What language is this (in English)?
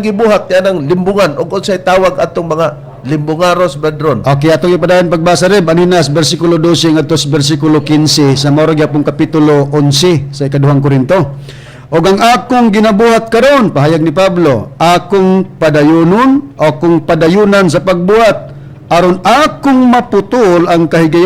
Cebuano